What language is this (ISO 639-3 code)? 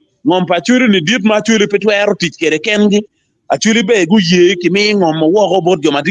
ach